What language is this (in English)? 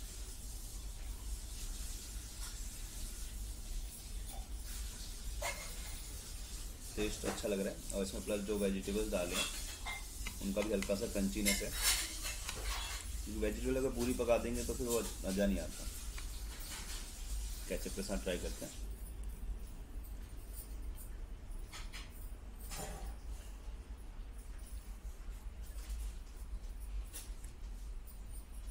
Hindi